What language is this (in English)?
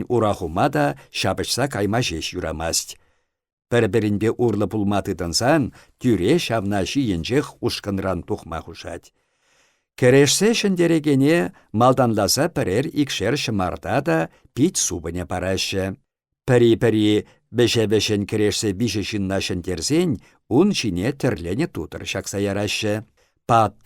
Chuvash